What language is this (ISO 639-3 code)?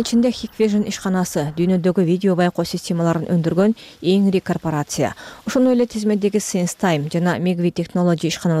kir